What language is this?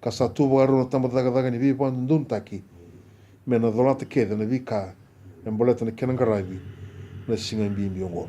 Fijian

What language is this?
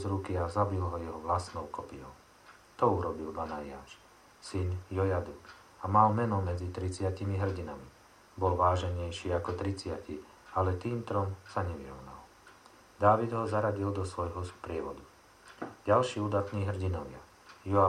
Slovak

